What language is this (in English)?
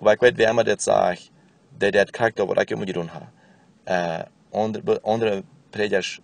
Plautdietsch